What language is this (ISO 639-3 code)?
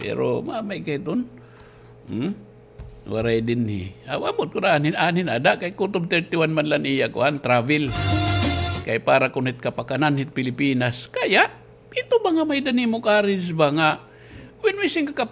war